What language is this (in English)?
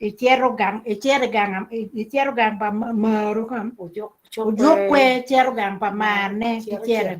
Acoli